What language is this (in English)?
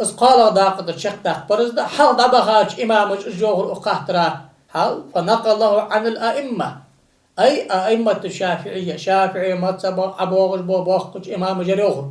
Ingush